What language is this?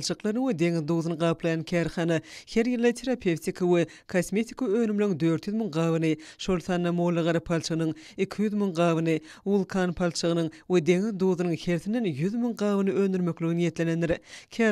Turkmen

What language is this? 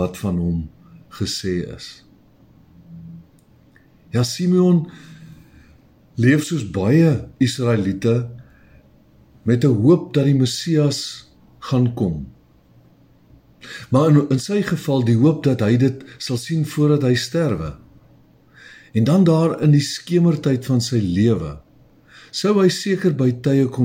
Afrikaans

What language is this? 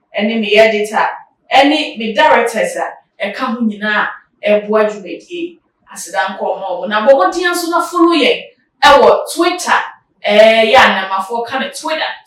Akan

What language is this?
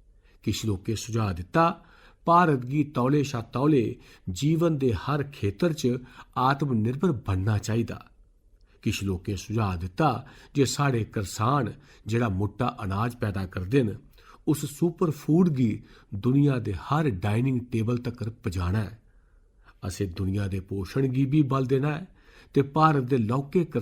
Dogri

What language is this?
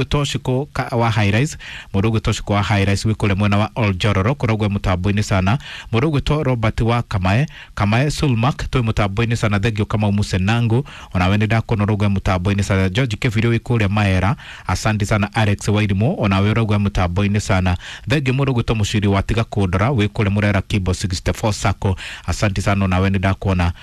Kikuyu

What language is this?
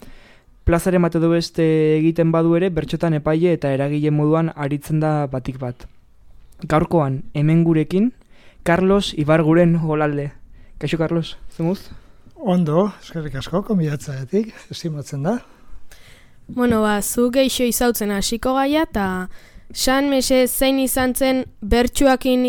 Basque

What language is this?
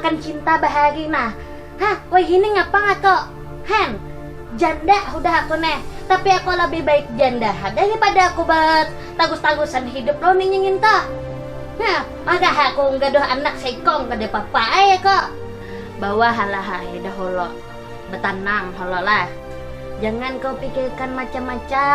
Banjar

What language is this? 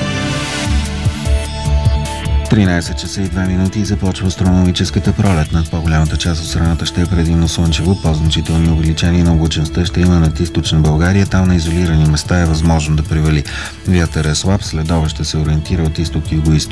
Bulgarian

